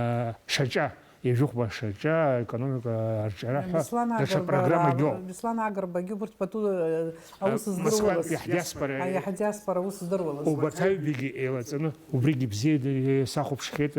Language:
Abkhazian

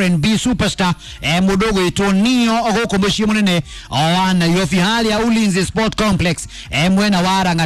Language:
Kikuyu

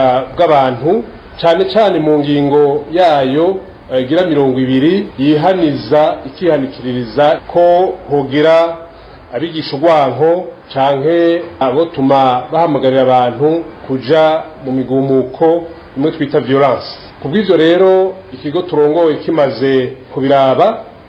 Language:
Rundi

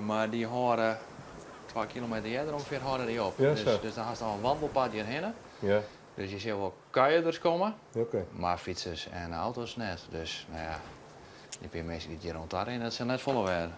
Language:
Western Frisian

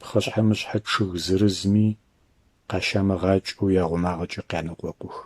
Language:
Adyghe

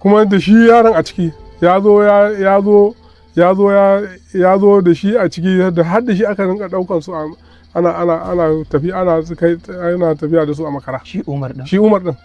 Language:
Hausa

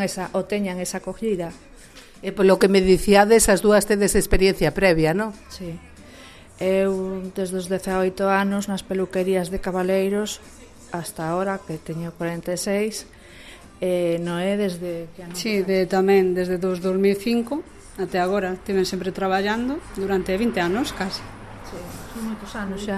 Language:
Galician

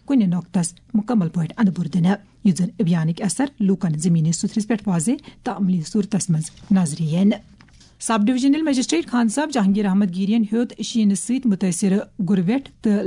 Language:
Kashmiri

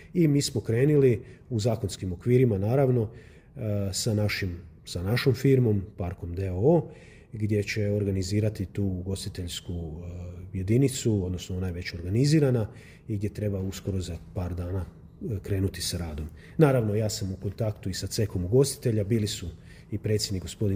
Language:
Croatian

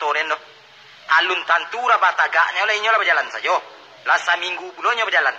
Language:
Minangkabau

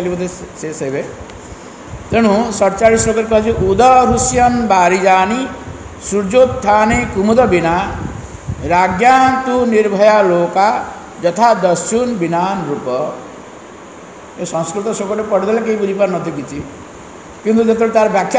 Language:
Odia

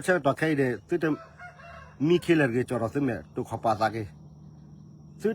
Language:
S'gaw Karen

